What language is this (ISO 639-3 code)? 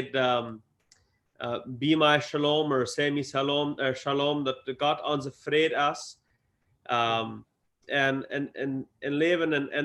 pdt